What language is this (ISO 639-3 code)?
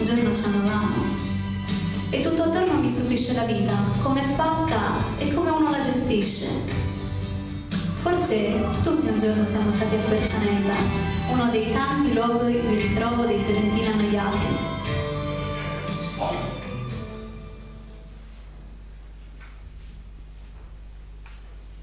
ita